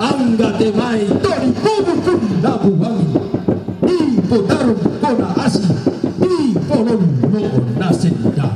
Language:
Toraja-Sa'dan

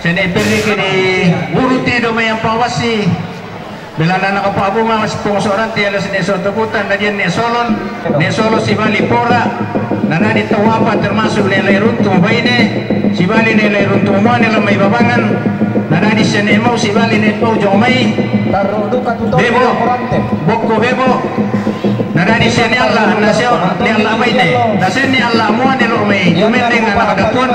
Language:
Toraja-Sa'dan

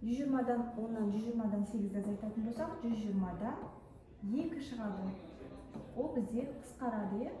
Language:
Kazakh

